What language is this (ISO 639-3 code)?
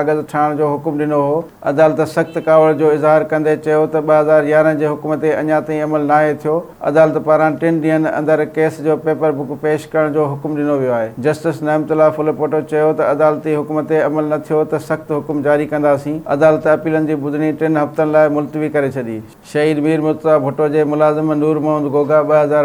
snd